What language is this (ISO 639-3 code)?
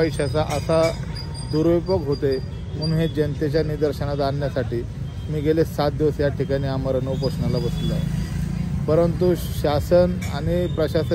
mar